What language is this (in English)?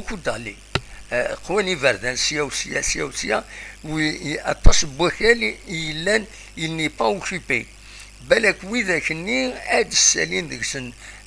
Kabyle